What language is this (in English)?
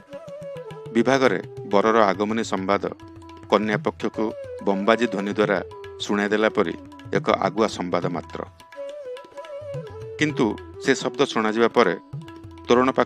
Odia